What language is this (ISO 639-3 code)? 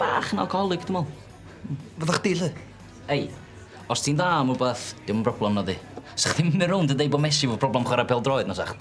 cym